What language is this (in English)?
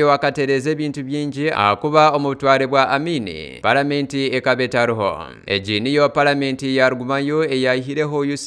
Nyankole